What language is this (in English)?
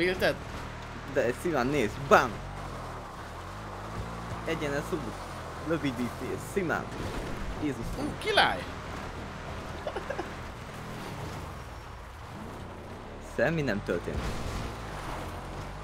Hungarian